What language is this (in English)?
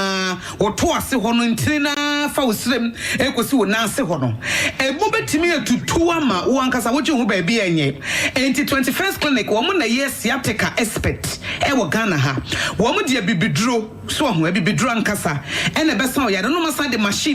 Akan